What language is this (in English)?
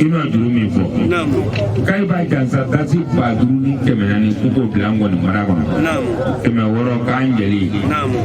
Bambara